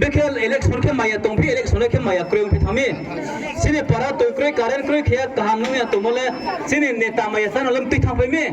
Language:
Riang (India)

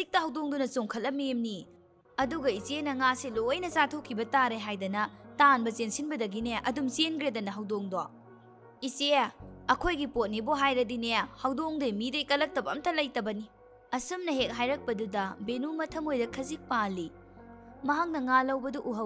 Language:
Manipuri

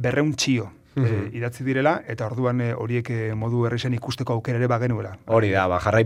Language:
Basque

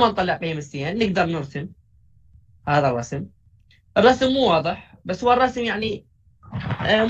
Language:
Mesopotamian Arabic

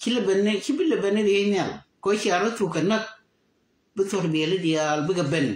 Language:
Nuer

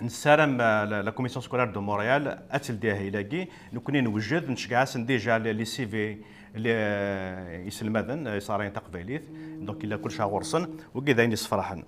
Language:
Kabyle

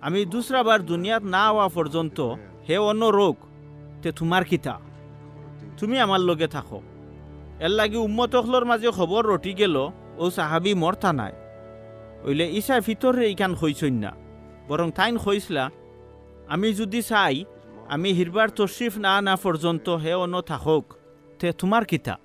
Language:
Sylheti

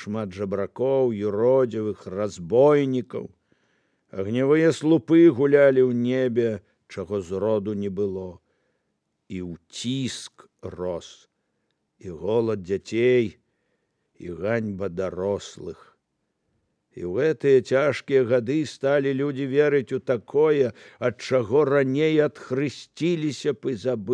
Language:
Belarusian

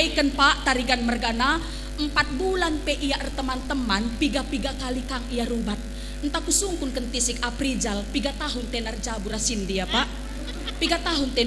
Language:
Batak Karo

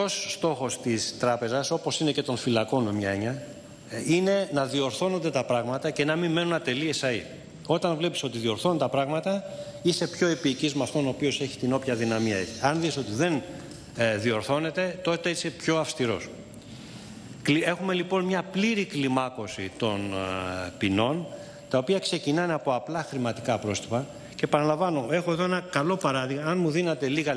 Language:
Greek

